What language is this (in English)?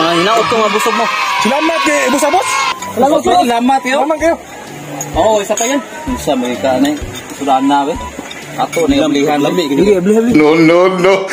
Cebuano